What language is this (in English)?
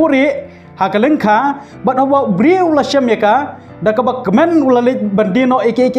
Khasi